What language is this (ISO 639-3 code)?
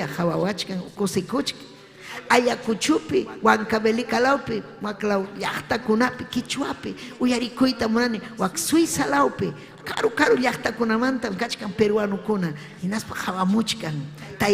quy